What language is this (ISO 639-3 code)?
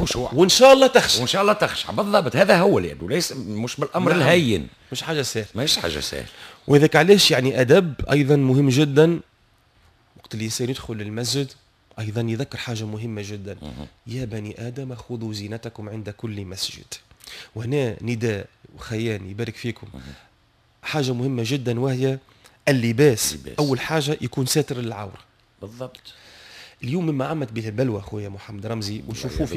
aeb